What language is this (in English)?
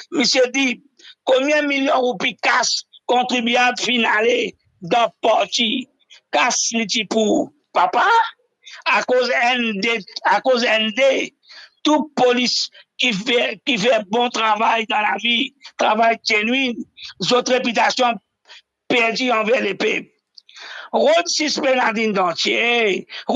Morisyen